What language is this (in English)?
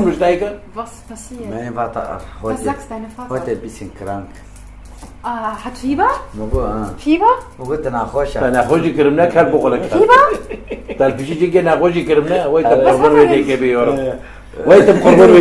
Kurdish